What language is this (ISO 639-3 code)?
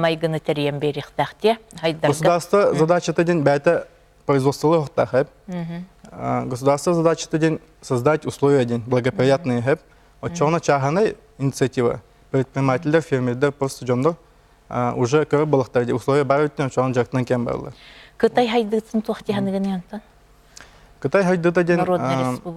sah